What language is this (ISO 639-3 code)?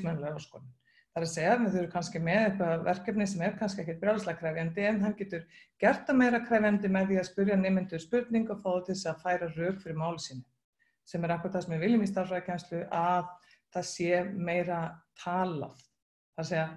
isl